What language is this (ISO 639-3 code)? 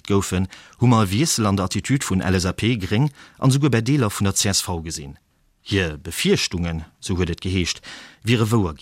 ltz